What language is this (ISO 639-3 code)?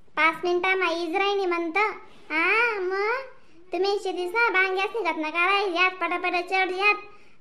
khn